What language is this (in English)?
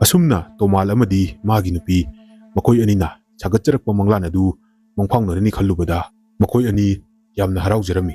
Manipuri